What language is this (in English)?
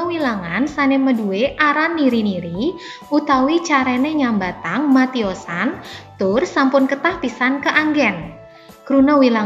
Balinese